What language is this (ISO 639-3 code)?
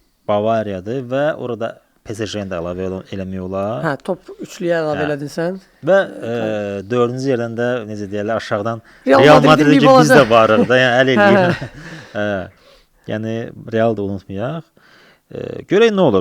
aze